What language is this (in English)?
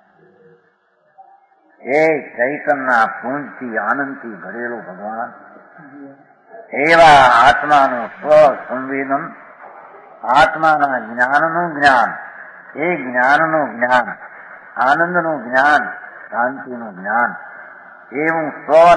Gujarati